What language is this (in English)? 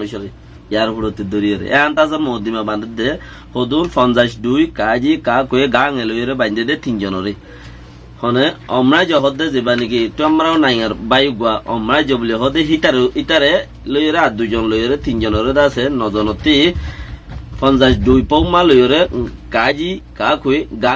Rohingya